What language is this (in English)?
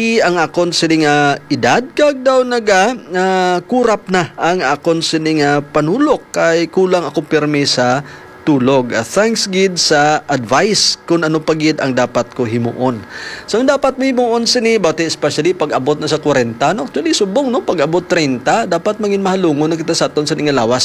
Hiligaynon